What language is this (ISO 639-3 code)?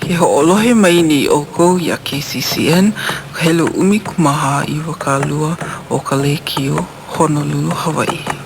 haw